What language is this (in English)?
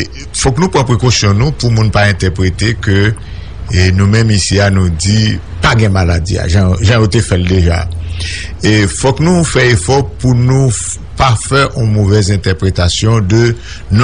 Haitian Creole